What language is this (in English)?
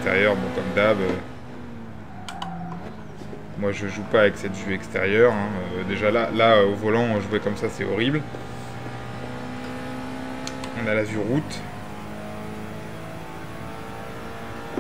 French